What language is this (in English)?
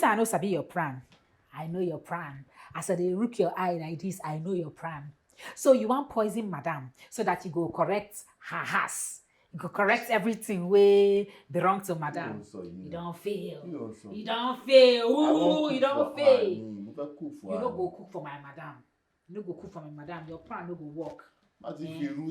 Nigerian Pidgin